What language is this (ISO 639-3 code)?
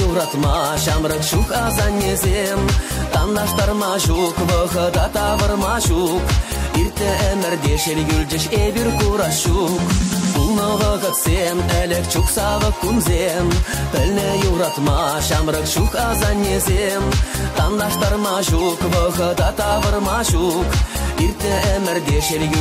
chv